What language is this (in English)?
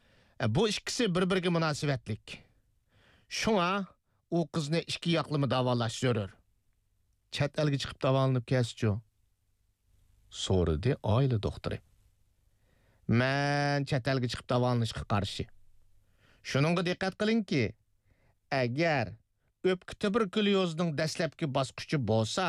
Uyghur